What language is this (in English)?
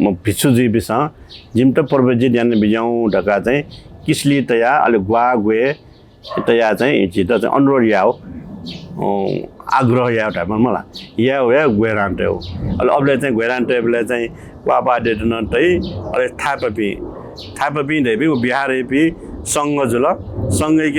Newari